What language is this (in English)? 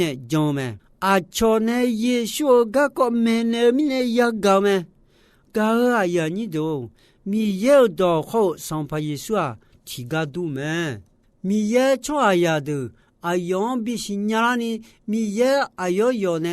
Akha